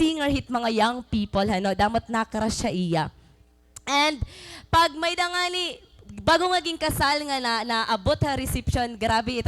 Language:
Waray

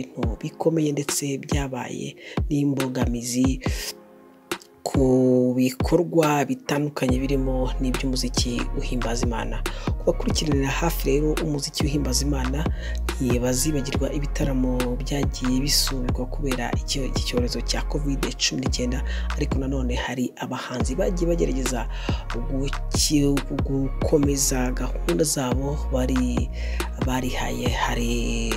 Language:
Kinyarwanda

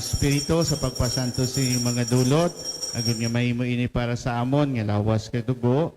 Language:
Hiligaynon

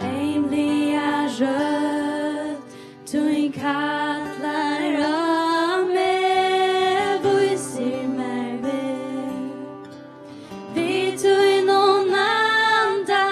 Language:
Faroese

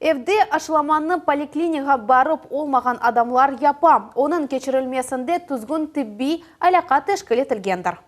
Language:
Crimean Tatar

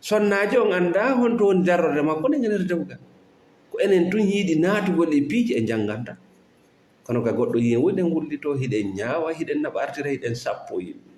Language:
Fula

